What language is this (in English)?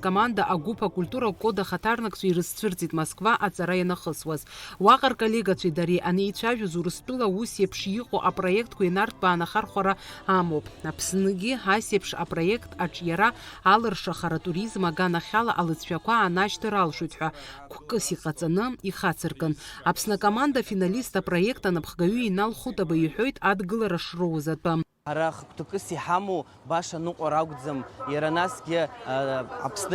Abkhazian